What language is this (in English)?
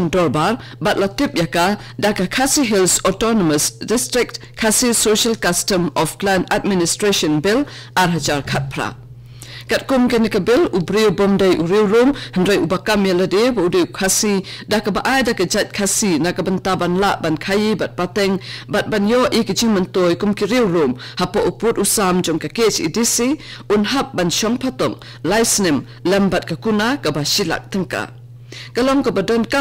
Khasi